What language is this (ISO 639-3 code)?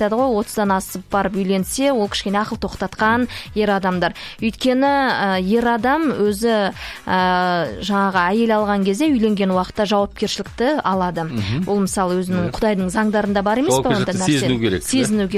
kaz